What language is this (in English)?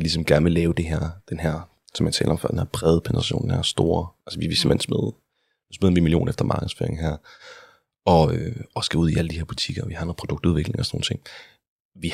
Danish